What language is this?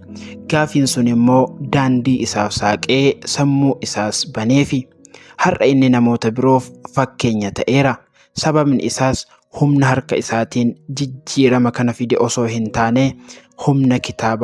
Oromo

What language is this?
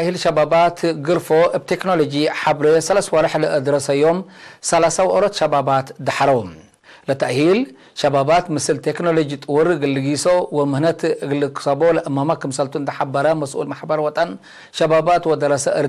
Tigre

